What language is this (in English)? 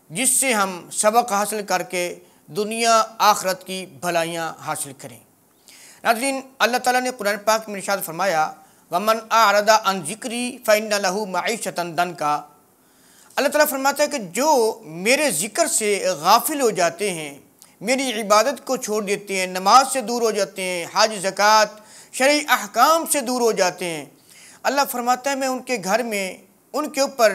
Urdu